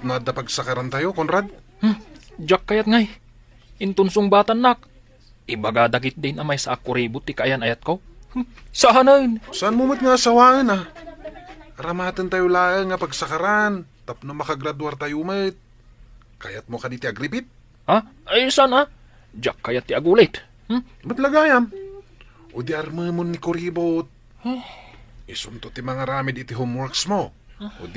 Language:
Iloko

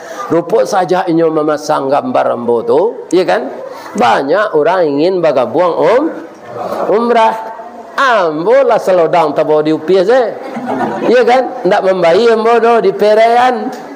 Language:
Minangkabau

